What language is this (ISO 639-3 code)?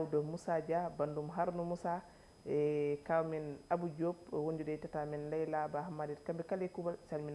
ful